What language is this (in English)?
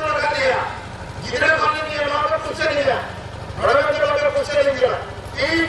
Santali